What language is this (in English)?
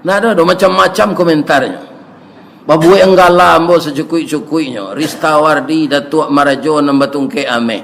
Minangkabau